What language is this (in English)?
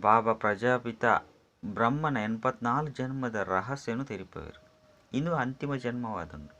Tulu